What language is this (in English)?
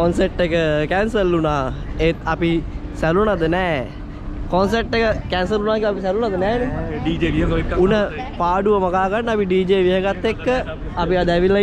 Sinhala